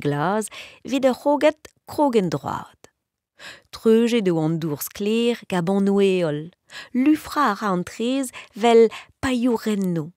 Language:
Breton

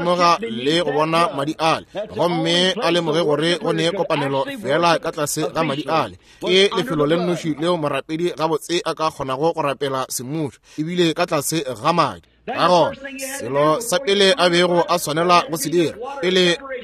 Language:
Northern Sotho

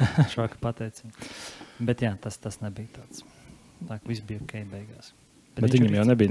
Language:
Latvian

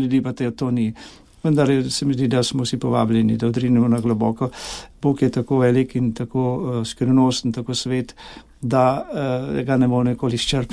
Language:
Slovenian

